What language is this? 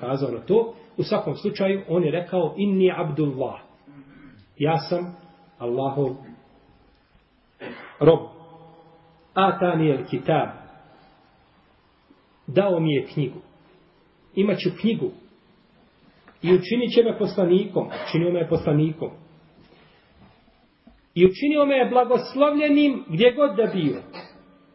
Bosnian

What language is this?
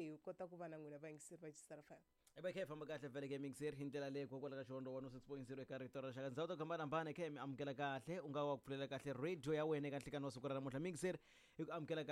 Tsonga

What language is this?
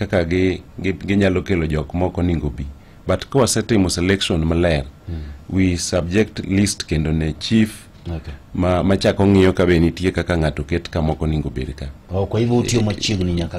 Luo (Kenya and Tanzania)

